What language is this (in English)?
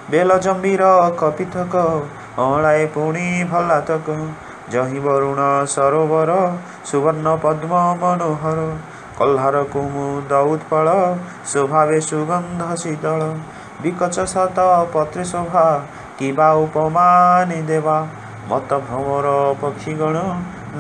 Odia